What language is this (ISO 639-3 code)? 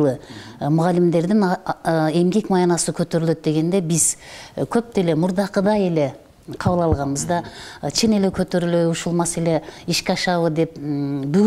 kir